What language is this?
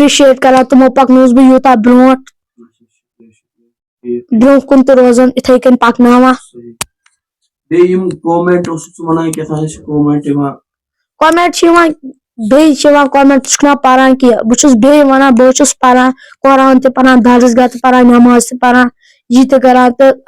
Kashmiri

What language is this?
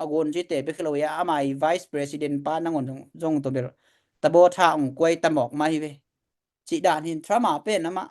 Tedim Chin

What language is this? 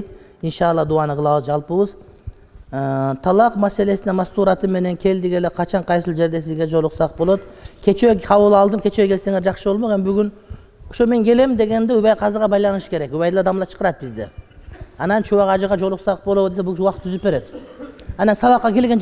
Kyrgyz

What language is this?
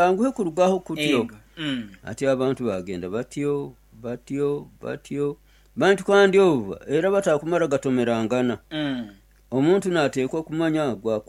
Nyoro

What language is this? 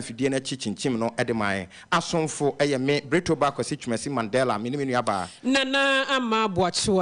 Akan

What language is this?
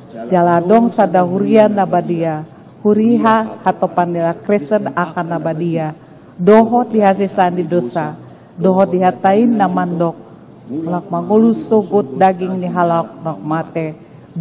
Batak Toba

